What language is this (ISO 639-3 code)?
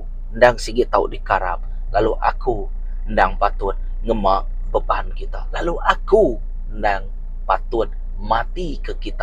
iba